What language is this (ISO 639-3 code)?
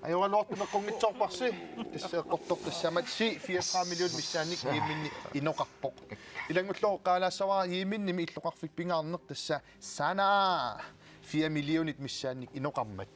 kal